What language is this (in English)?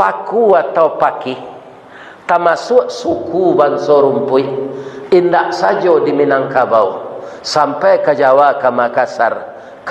Minangkabau